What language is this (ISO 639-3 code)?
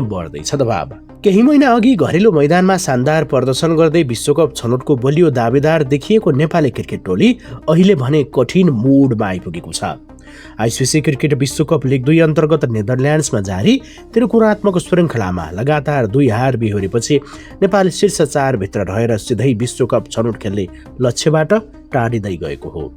nep